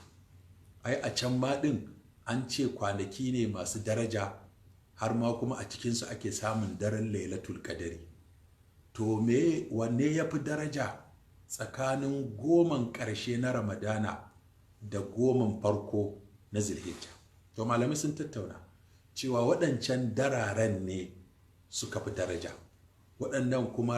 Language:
Hausa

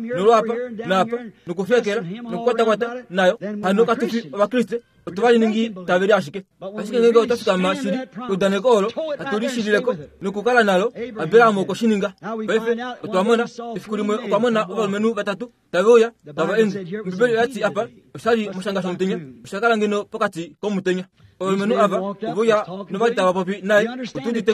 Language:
Kuanyama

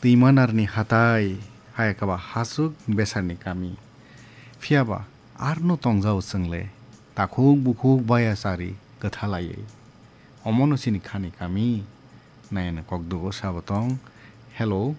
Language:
Kok Borok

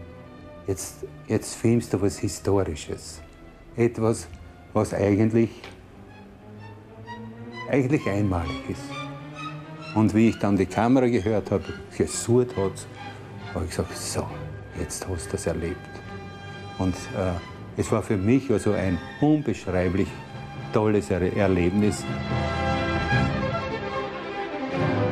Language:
German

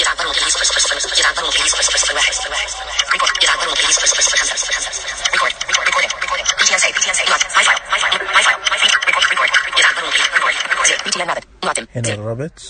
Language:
Najdi Arabic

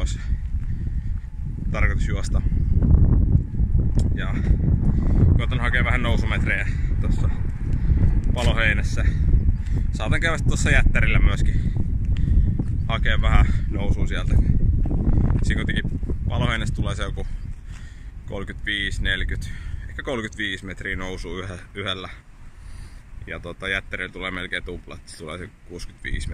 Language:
Finnish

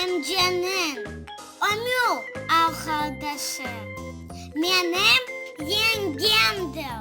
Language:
Crimean Tatar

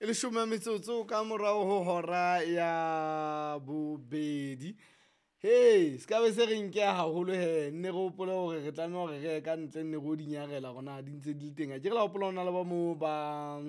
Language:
Southern Sotho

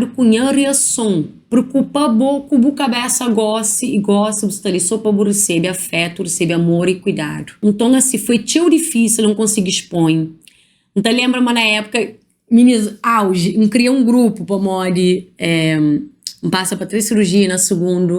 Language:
Kabuverdianu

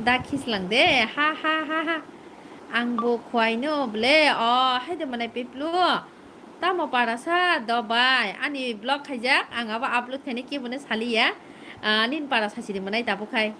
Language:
Kok Borok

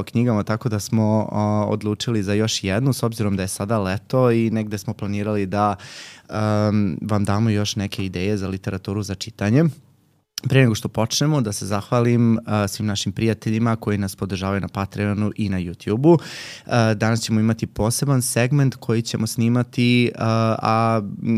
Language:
Serbian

